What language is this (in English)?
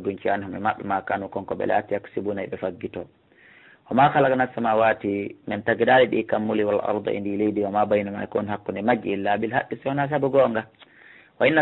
Fula